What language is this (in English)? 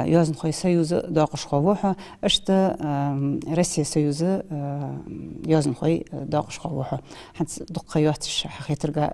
Ingush